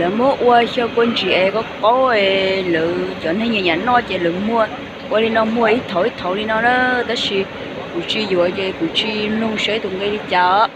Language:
Hmong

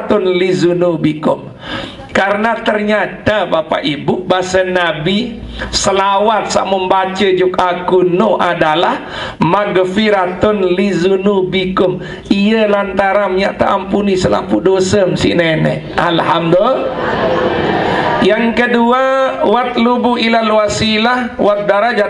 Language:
Sasak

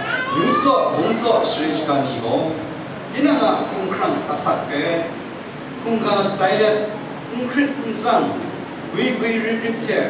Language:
Kachin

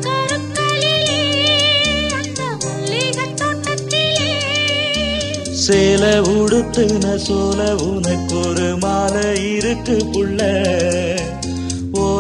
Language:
Tamil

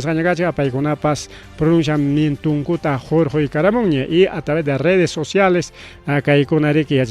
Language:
Ayacucho Quechua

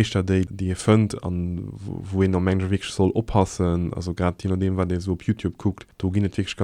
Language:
Luxembourgish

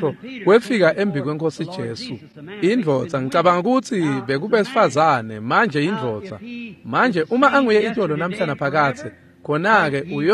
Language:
Swati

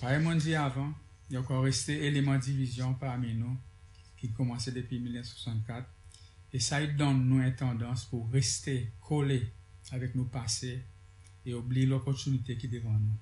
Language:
Seselwa Creole French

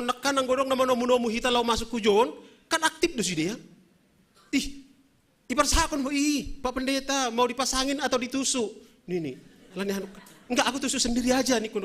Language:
Batak Simalungun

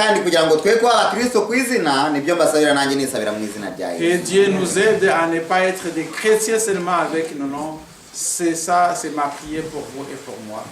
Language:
Kinyarwanda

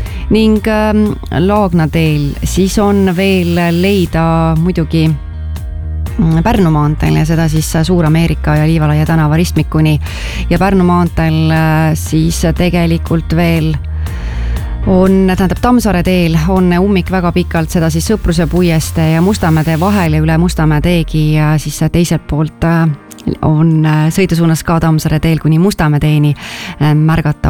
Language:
Estonian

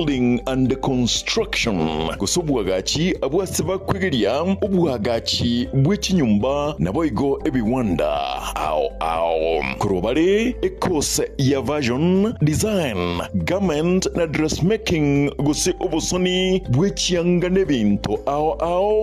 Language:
Gusii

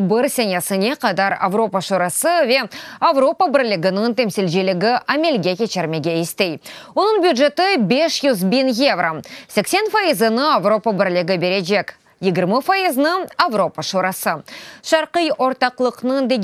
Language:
Crimean Tatar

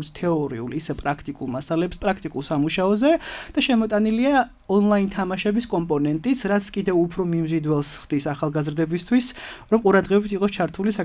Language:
Georgian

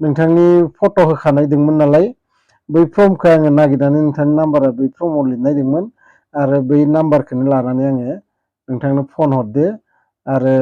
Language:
Bodo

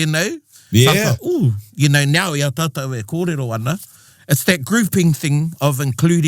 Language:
Māori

